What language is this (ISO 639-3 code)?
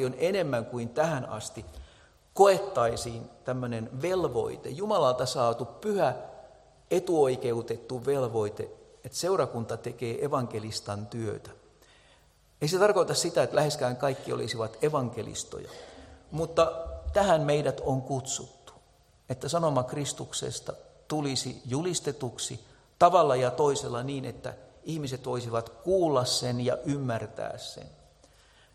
fin